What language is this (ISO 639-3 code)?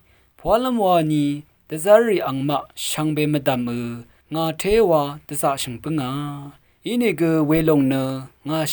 raw